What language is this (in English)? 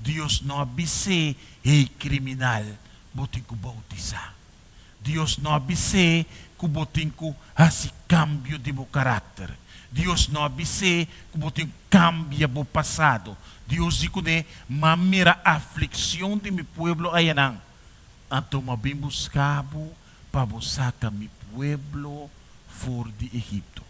Papiamento